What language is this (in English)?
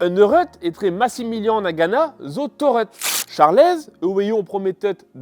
Breton